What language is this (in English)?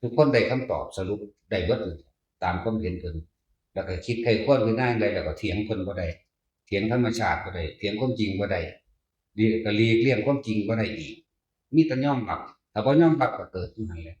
Northeastern Thai